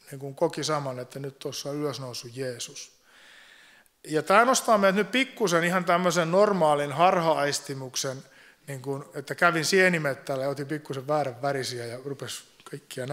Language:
Finnish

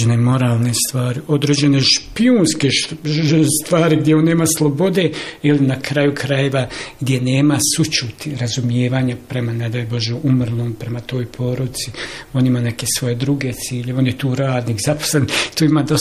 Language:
Bosnian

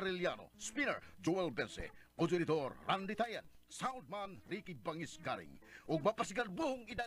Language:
Cebuano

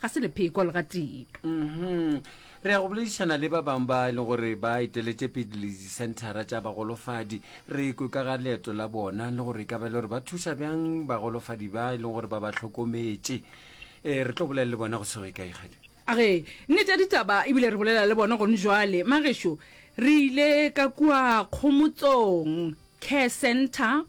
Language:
Northern Sotho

